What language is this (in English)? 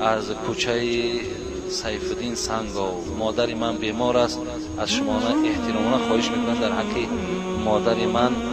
Tajik